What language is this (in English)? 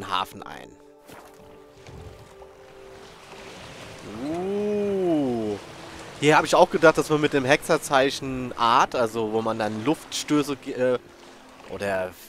German